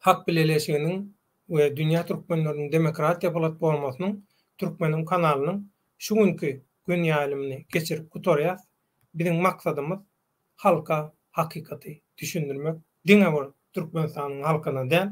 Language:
Turkmen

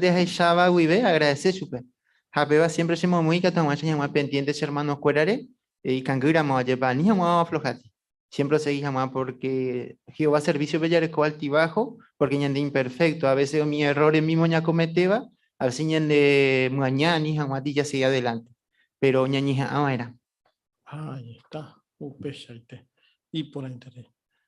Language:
Guarani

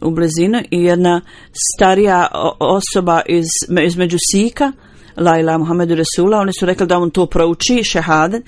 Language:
Bosnian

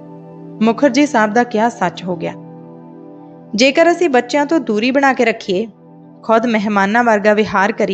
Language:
Punjabi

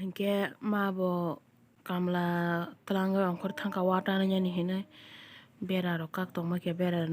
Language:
Kok Borok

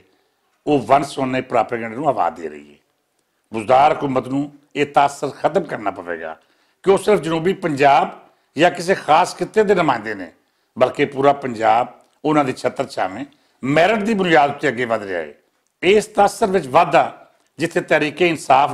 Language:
Western Panjabi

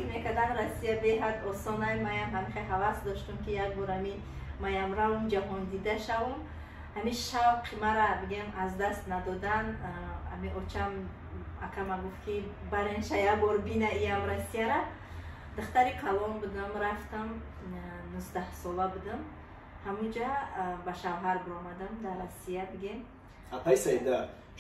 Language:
Tajik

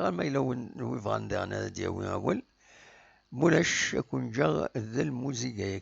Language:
Kabyle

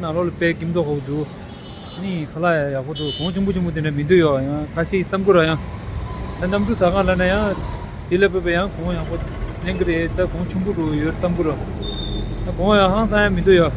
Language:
Tibetan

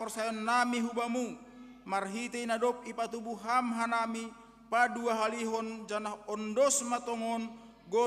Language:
Batak Simalungun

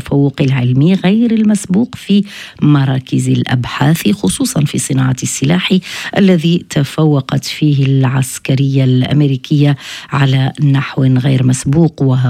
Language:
Arabic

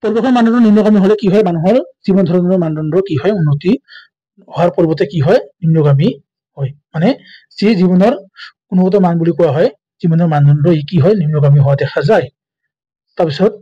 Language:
Assamese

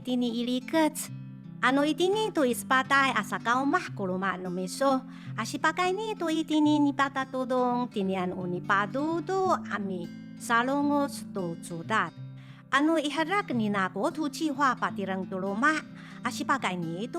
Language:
Amis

